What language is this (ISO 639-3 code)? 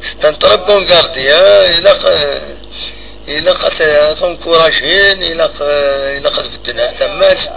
kab